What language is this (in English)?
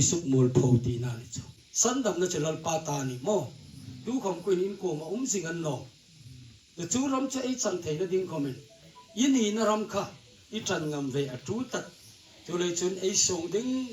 Hmar